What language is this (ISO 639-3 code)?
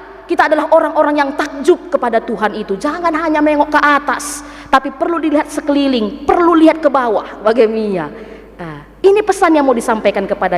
btx